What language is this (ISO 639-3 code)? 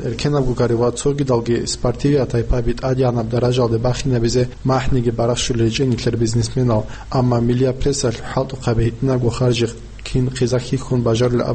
ava